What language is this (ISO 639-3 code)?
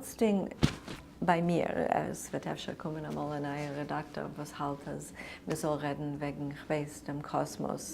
yid